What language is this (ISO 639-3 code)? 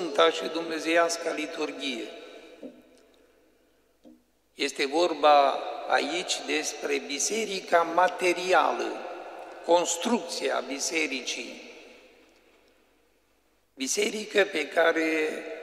ron